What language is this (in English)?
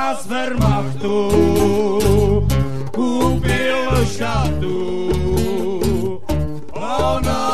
Czech